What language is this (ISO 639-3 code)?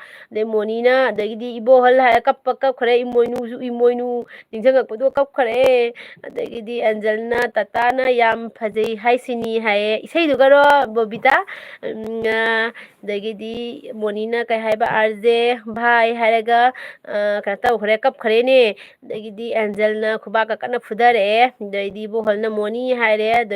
mni